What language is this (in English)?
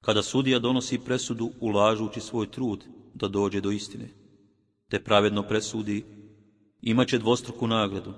Bosnian